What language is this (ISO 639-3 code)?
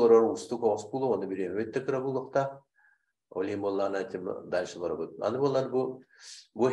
sah